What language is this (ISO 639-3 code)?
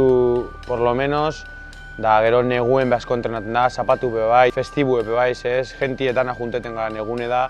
eus